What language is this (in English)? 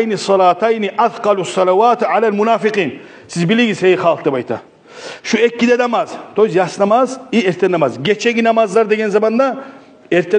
Kumyk